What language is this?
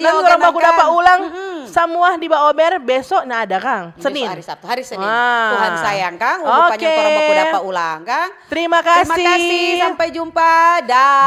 Manado Malay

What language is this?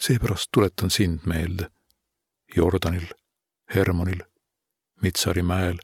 Estonian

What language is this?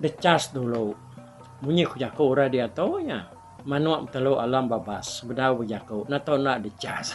Iban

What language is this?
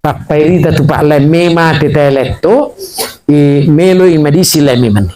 Buginese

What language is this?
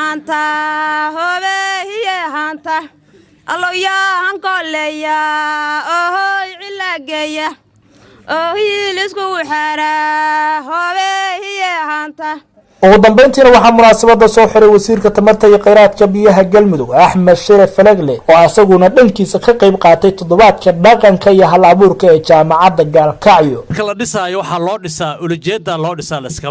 Somali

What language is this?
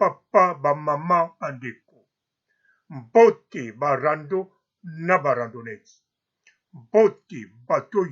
Lingala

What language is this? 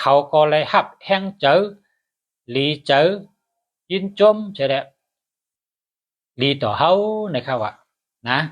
Shan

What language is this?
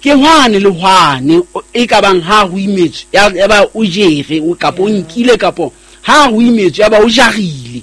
Southern Sotho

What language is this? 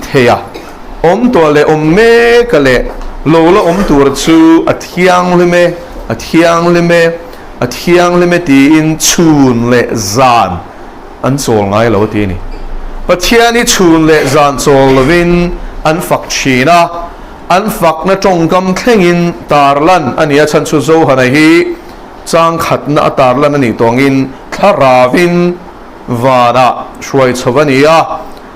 Mizo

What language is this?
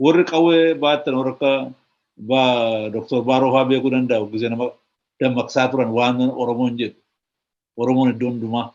Oromo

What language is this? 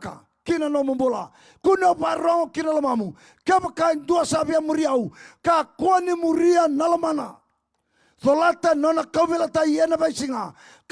Fijian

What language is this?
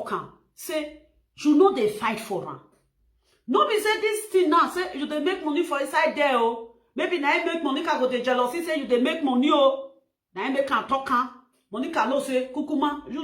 Nigerian Pidgin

